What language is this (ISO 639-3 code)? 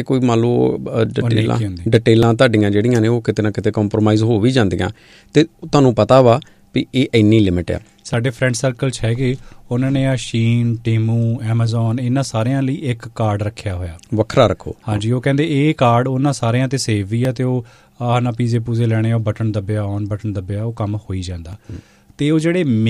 pan